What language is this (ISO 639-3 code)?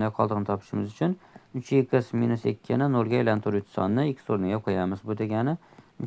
uzb